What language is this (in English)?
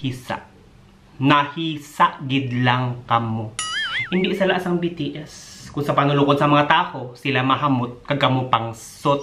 Hiligaynon